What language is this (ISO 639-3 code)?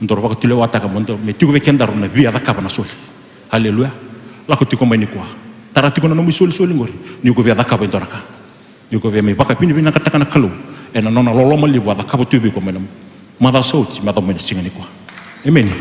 fij